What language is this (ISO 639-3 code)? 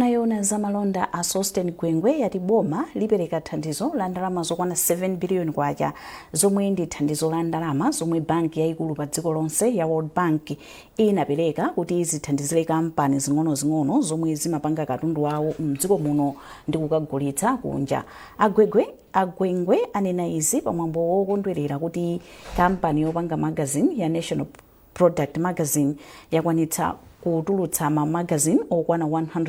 nya